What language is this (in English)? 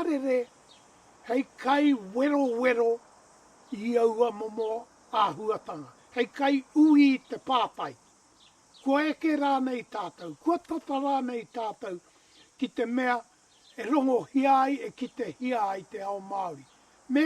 Māori